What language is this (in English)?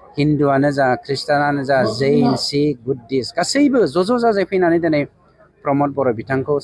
Bodo